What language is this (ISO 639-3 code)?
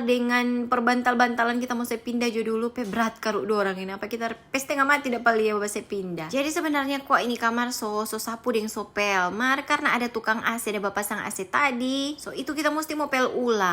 xmm